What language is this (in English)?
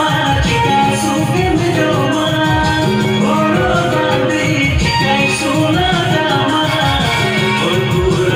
Santali